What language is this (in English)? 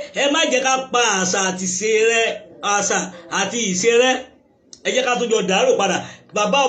Yoruba